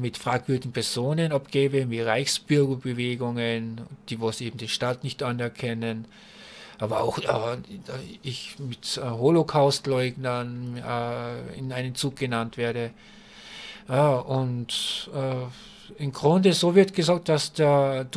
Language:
German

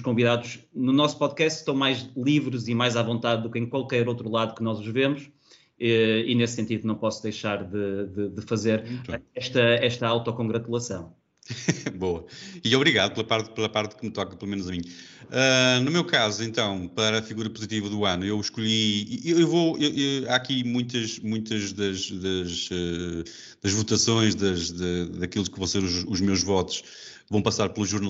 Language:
Portuguese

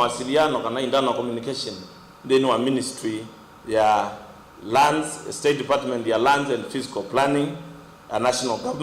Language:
Kamba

